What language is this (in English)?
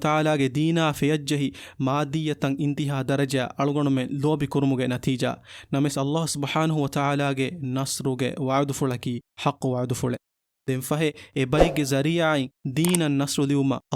Divehi